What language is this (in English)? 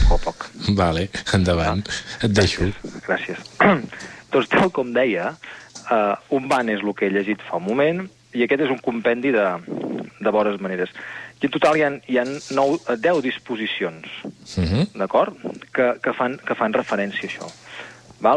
Catalan